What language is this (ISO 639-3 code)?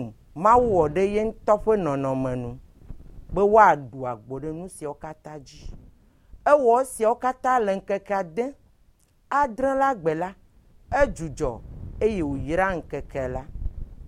ewe